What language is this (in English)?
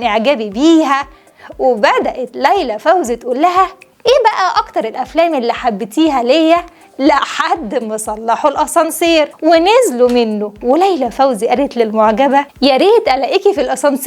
Egyptian Arabic